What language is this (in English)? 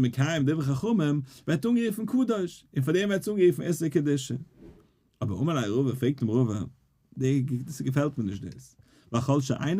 Yiddish